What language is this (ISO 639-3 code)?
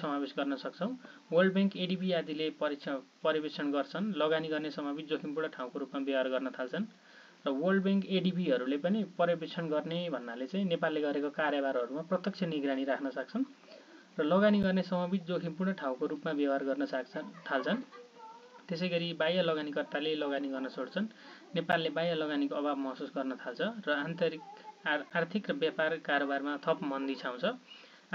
nep